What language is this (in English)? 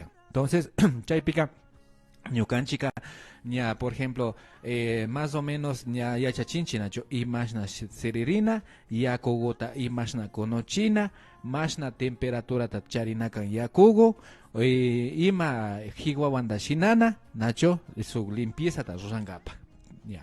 Imbabura Highland Quichua